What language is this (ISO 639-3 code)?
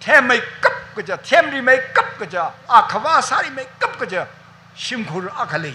nmf